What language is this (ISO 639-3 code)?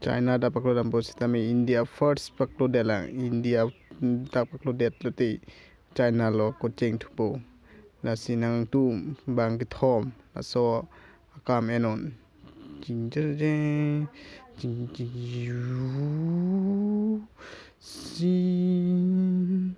mjw